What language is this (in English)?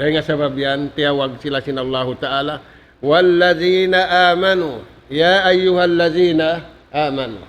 Tausug